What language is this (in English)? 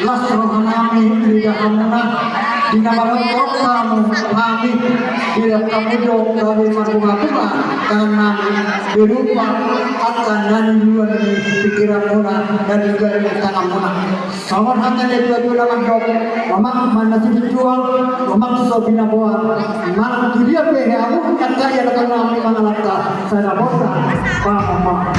Batak Toba